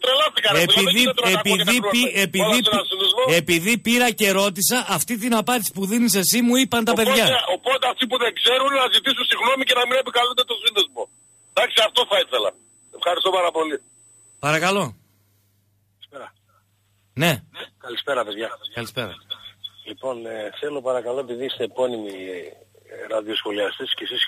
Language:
Greek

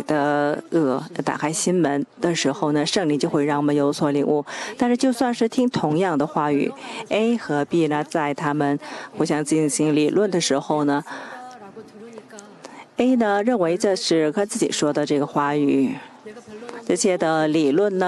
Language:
Chinese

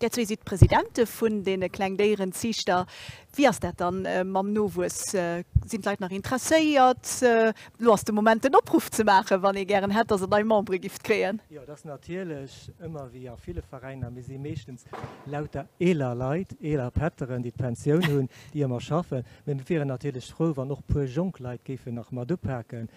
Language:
Luxembourgish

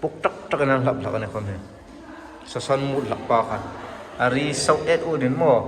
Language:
Hmar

